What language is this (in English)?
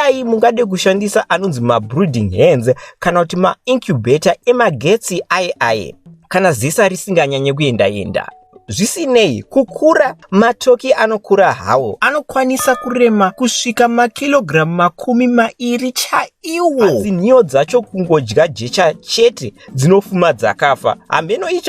Shona